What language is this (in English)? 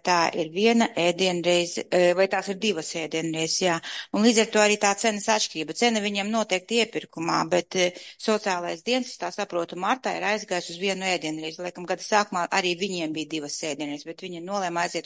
Latvian